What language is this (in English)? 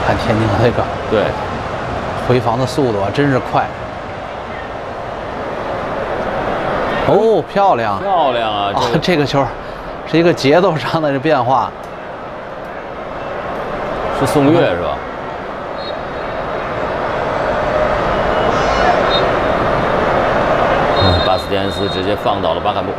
Chinese